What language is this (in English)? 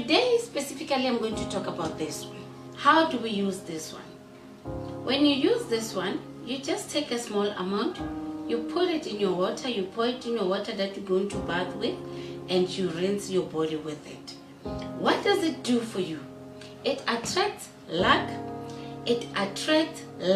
Northern Sotho